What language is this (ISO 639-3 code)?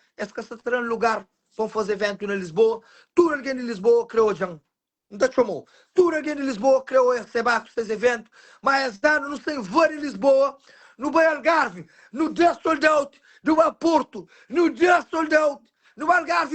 kea